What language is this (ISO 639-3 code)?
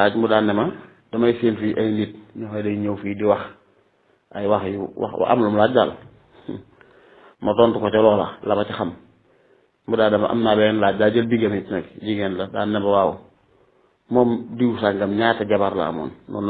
wol